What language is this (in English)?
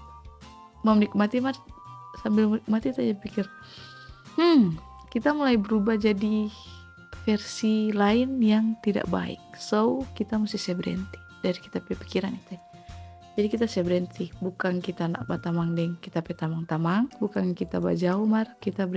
Manado Malay